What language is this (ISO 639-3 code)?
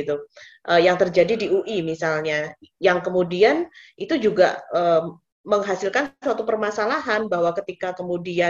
ind